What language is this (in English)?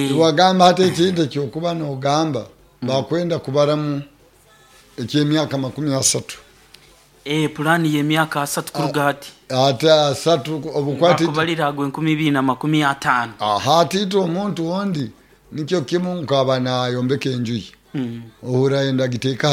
Nyoro